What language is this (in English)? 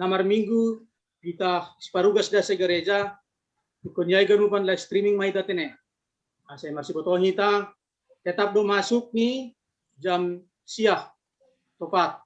Batak Simalungun